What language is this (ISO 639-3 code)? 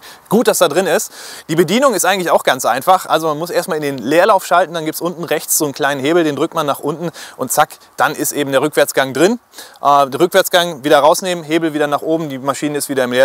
deu